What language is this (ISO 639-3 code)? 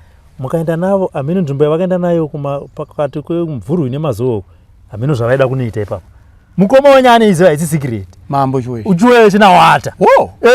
sna